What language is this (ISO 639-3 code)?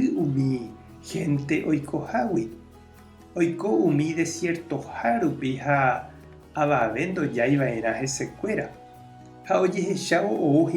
grn